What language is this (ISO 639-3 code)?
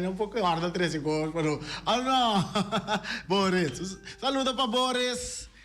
pap